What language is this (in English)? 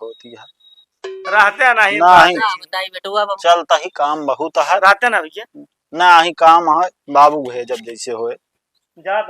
Awadhi